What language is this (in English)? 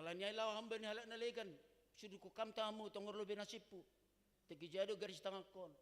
Batak Simalungun